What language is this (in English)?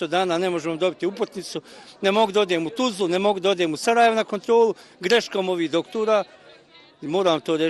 Bosnian